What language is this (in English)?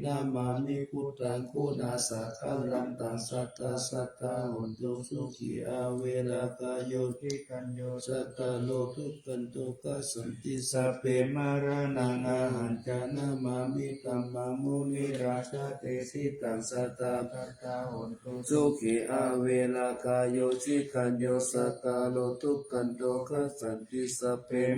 Pali